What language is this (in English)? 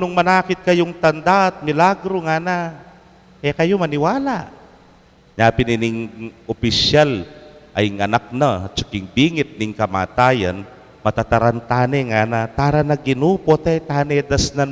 Pampanga